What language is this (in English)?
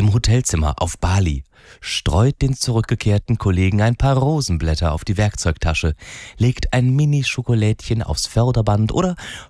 German